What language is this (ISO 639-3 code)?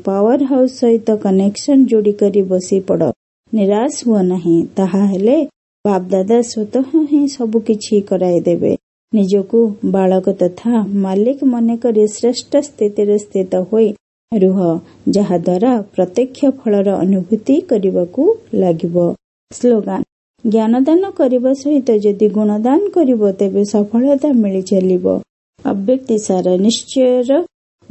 ori